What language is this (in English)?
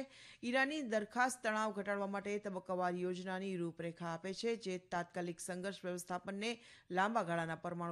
Gujarati